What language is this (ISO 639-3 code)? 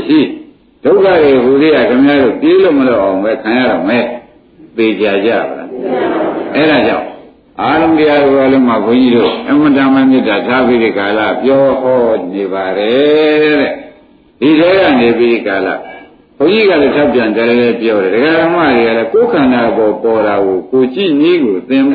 mya